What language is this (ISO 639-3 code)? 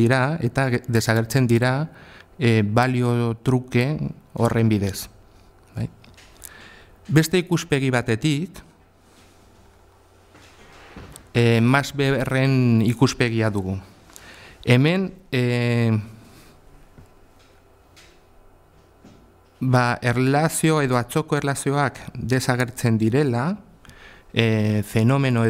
eus